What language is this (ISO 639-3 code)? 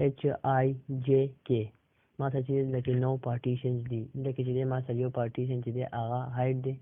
pus